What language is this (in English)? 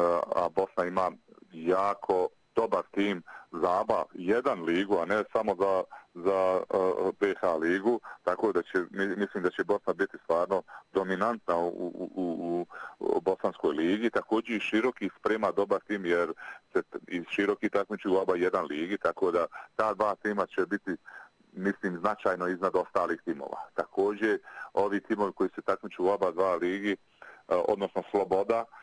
Bosnian